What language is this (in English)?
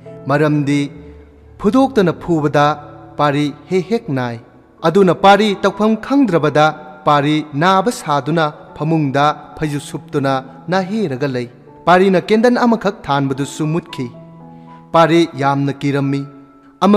Manipuri